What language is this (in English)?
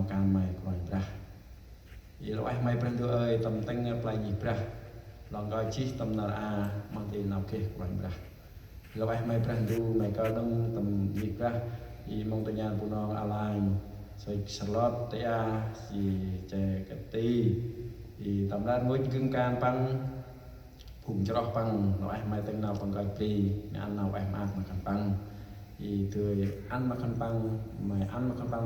Central Mnong